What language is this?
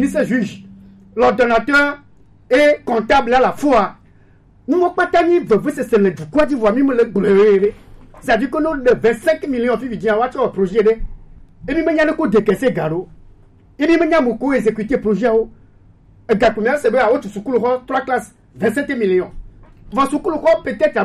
Gen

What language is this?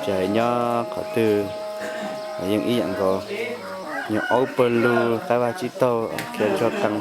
Hmong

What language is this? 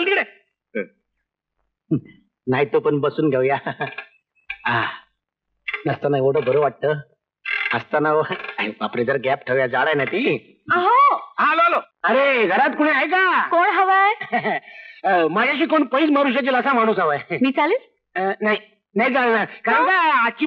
Marathi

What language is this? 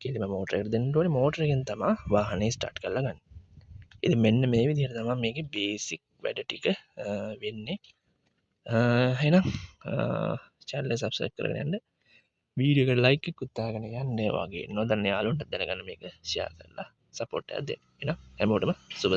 Sinhala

